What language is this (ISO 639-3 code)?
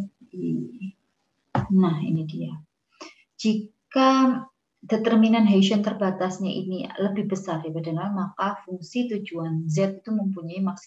ind